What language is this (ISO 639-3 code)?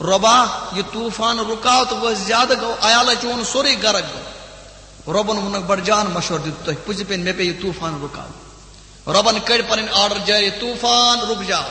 kas